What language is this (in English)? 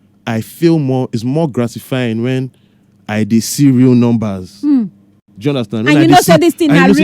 Nigerian Pidgin